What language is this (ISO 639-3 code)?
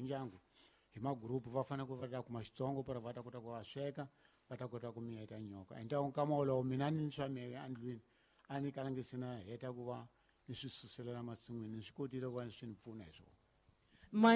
tso